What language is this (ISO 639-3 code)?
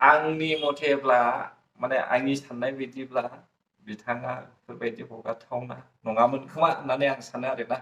brx